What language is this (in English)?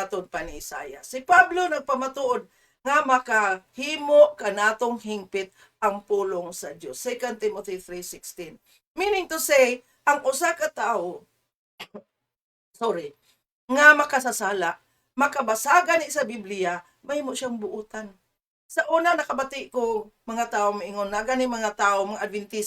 Cebuano